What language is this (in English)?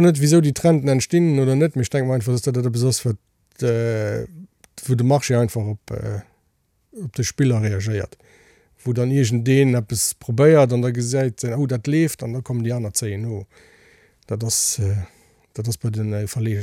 Luxembourgish